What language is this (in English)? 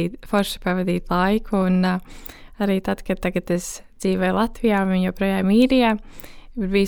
Latvian